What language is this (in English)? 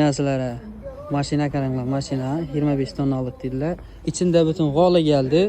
Uzbek